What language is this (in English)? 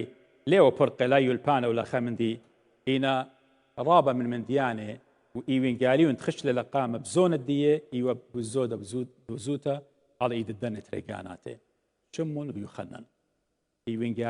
Assyrian Neo-Aramaic